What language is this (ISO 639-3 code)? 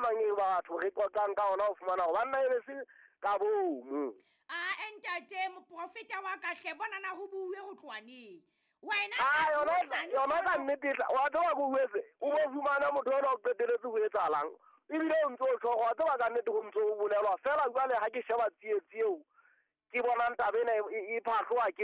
sot